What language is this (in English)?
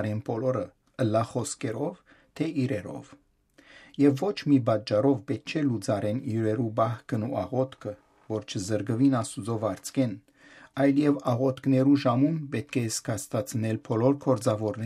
Western Armenian